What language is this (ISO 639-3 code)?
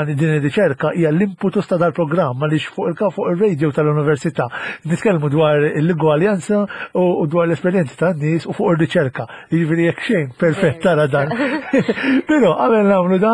mlt